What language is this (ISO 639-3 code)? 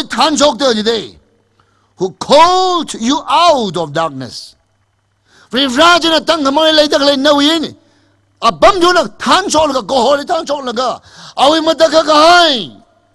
nmf